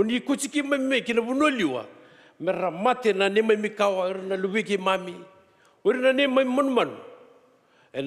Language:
Fijian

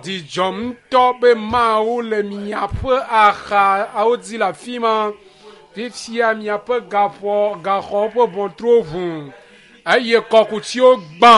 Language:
Ewe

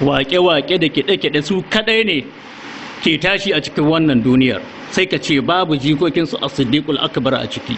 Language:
Hausa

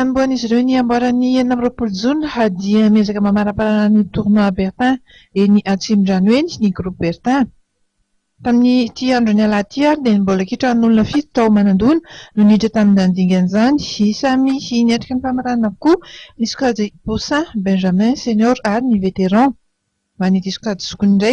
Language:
Malagasy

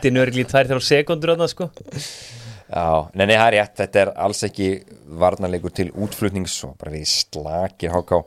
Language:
Icelandic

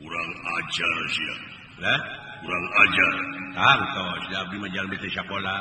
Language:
Sundanese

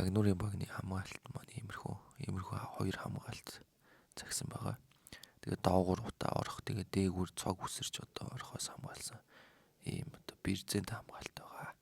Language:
Mongolian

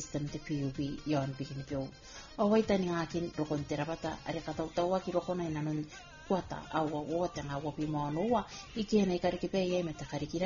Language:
Gilbertese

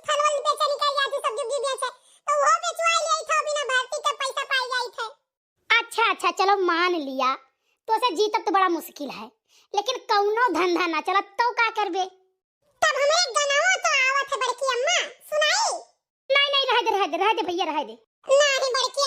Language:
Awadhi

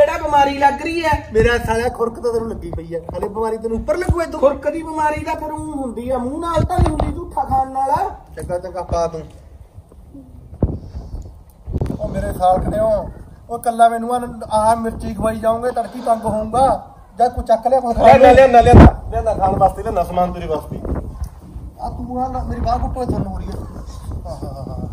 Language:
Punjabi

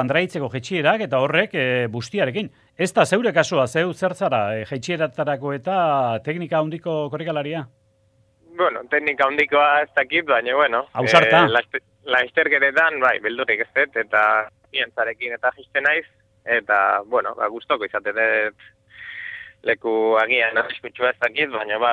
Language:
Basque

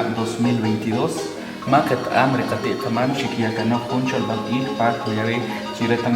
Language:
Achi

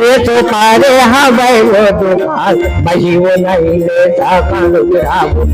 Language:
Chhattisgarhi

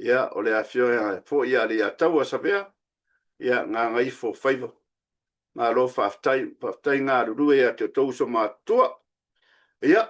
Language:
Samoan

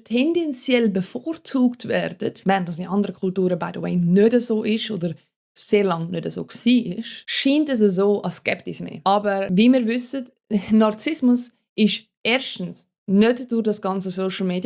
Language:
Swiss German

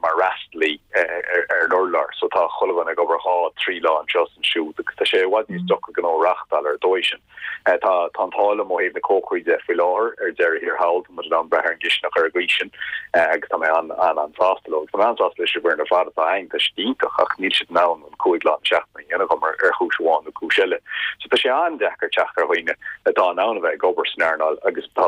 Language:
Irish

